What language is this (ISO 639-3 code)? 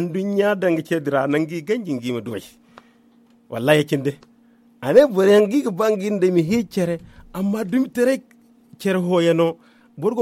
dje